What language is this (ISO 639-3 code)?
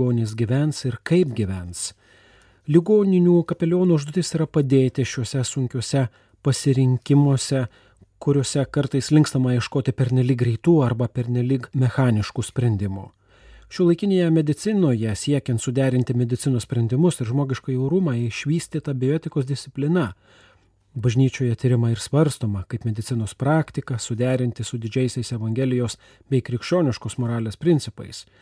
lit